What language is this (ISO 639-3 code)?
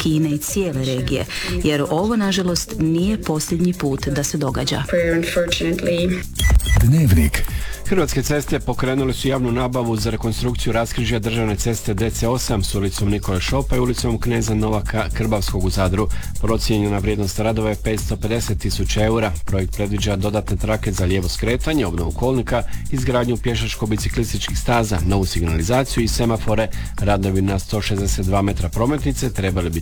hrv